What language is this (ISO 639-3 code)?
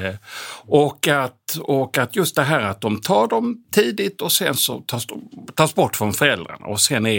swe